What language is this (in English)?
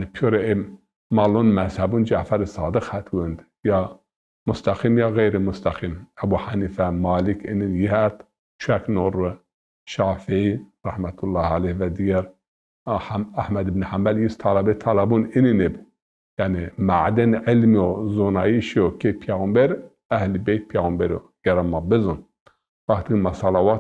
Zaza